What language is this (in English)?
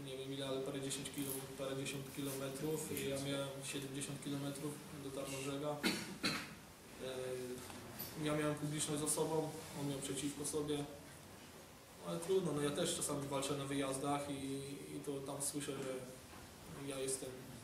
Polish